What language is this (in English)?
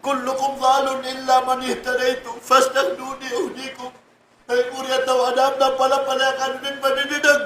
Maranao